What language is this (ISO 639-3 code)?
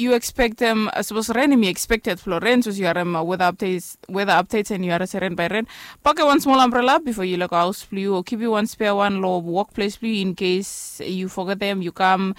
bis